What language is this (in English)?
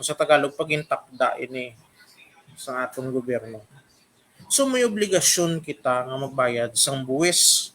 Hiligaynon